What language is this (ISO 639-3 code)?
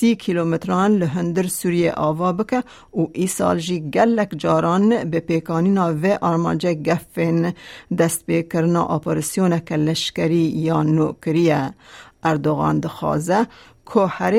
kur